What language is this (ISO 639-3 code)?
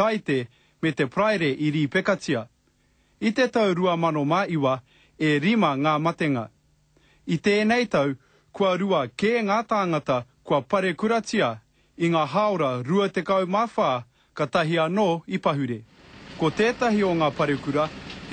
mri